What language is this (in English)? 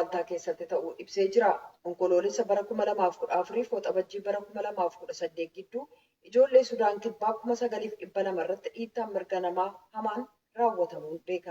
Oromo